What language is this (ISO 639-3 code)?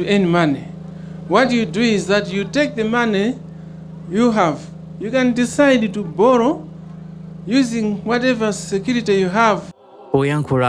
nya